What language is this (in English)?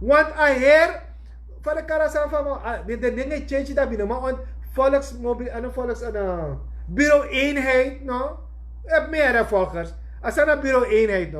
Sranan Tongo